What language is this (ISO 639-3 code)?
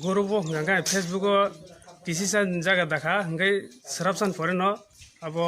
trp